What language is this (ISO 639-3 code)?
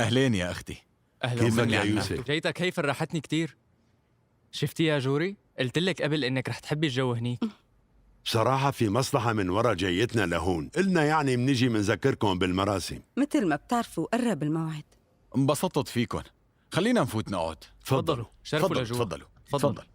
apc